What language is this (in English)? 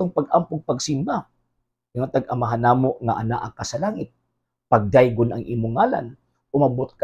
Cebuano